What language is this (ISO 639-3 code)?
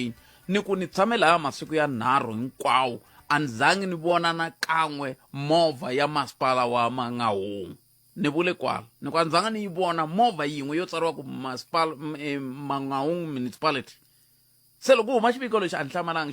tso